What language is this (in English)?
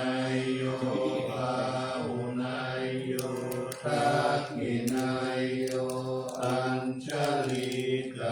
Pali